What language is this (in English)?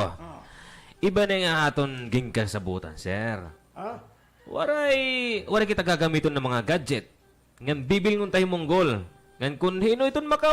Waray